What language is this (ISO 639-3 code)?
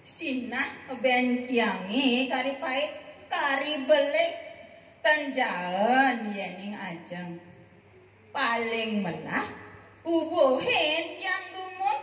ban